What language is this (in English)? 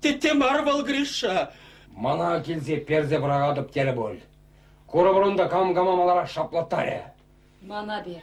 Chuvash